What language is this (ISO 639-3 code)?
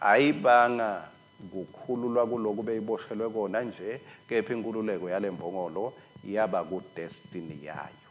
ssw